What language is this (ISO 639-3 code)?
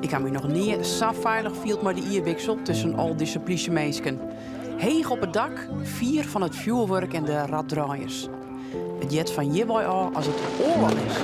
fry